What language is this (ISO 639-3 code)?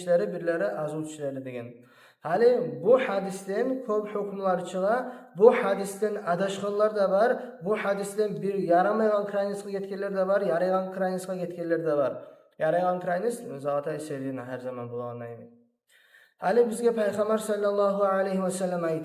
kum